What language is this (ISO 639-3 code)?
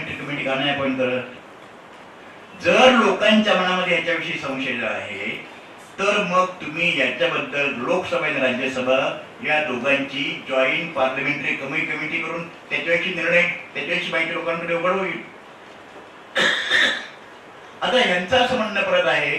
mar